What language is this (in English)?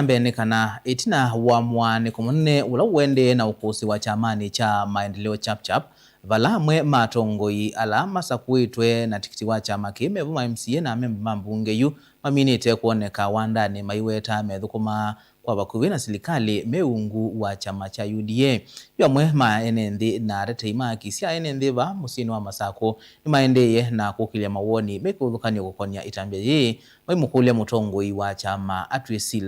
Kamba